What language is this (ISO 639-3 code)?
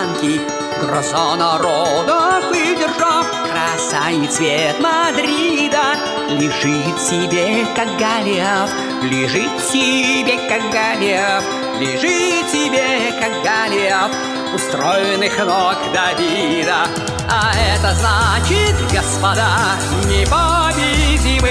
rus